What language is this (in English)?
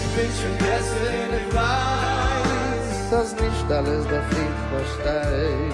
Yiddish